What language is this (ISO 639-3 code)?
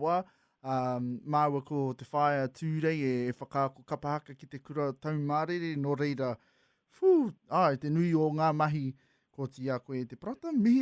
mri